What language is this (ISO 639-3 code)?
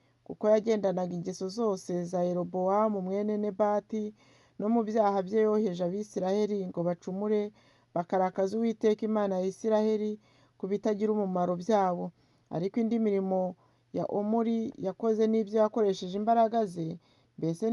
kin